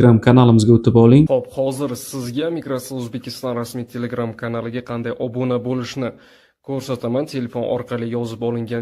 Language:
Uzbek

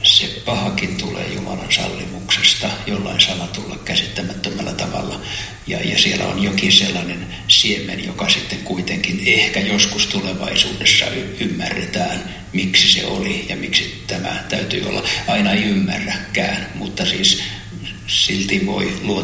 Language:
Finnish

